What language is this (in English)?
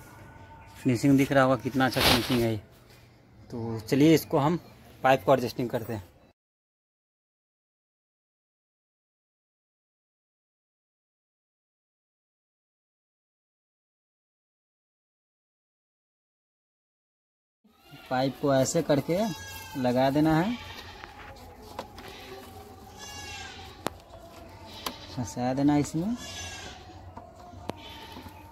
Hindi